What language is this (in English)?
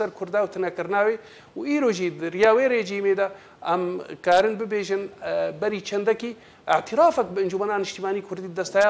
Kurdish